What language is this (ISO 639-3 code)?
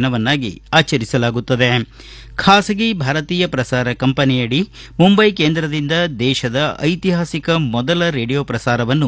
kan